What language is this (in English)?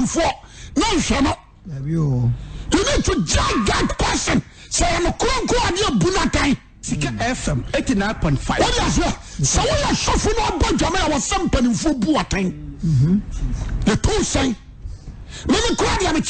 Akan